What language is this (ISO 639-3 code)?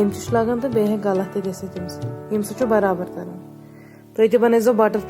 kas